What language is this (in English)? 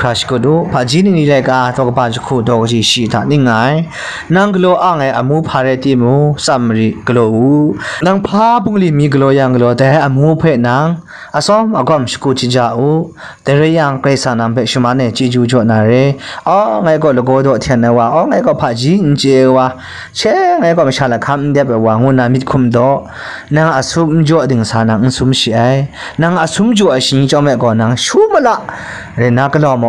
Kachin